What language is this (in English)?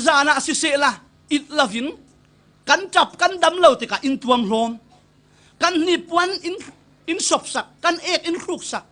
Falam Chin